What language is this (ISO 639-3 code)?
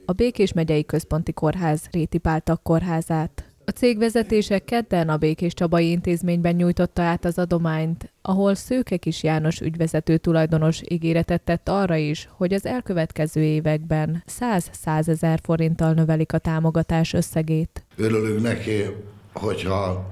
hun